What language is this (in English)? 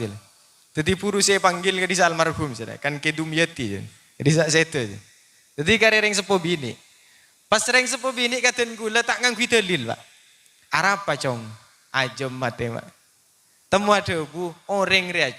Madurese